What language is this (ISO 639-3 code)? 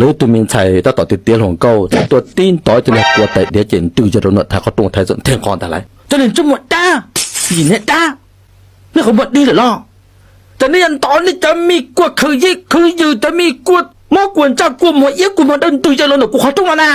hmn